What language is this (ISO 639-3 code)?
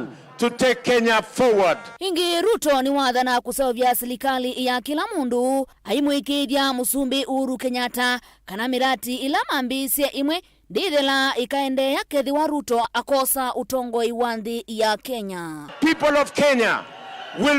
kam